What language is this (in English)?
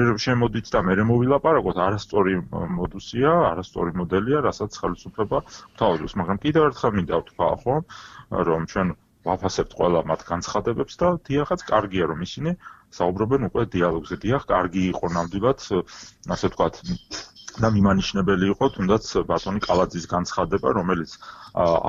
Georgian